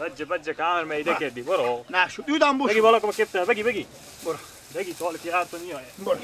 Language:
Persian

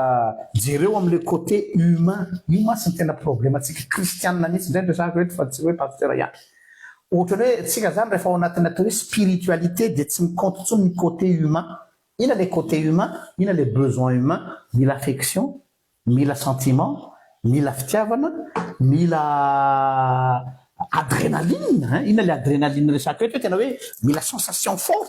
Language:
Malagasy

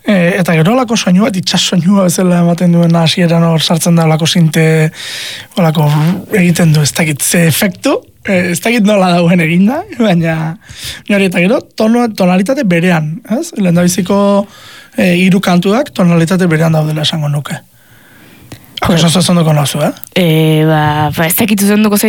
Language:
Basque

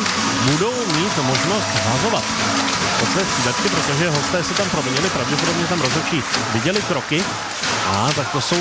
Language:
Czech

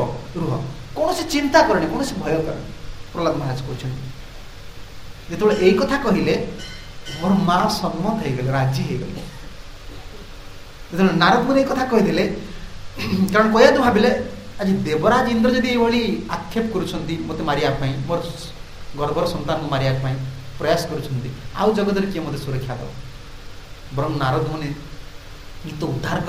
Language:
Odia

